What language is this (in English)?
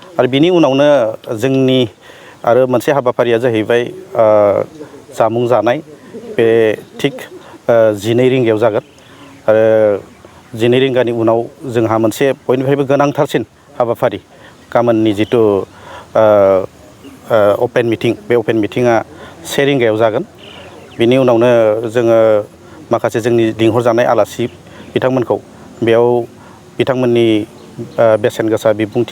Bodo